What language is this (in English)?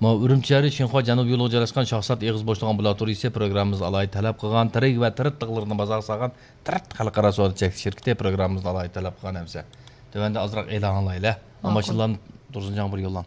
Uyghur